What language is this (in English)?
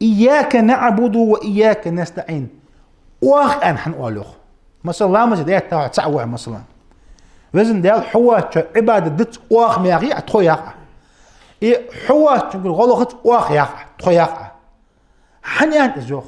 Ingush